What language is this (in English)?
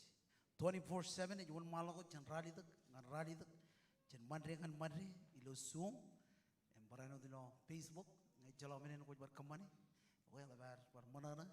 Marshallese